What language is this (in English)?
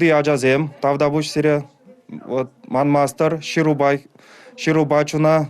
Chuvash